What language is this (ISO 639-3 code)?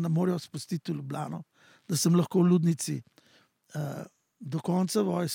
slv